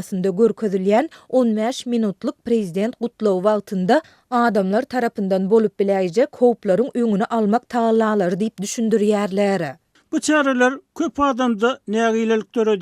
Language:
Turkmen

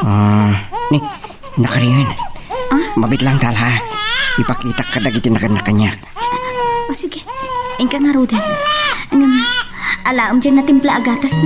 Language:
Iloko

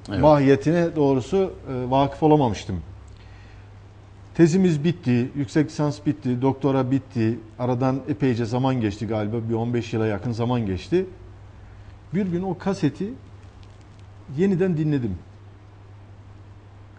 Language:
Turkish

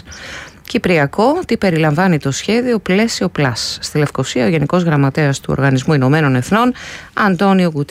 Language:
Greek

